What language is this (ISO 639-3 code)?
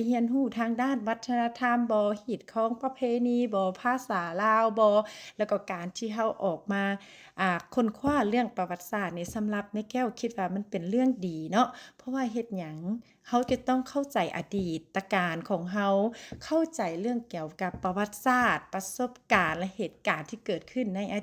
lao